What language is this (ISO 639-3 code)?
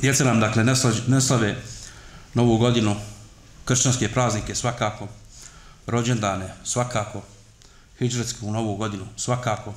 bos